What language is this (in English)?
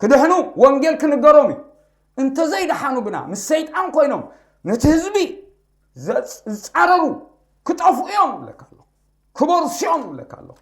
Tigrinya